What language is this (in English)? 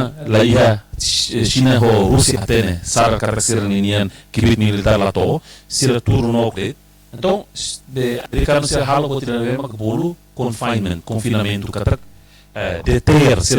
Tetum